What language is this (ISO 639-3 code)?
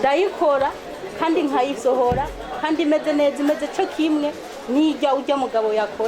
run